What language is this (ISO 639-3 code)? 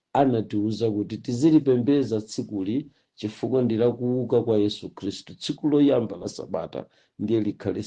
nya